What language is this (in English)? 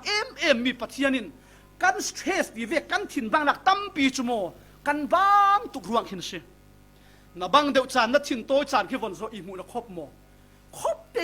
Falam Chin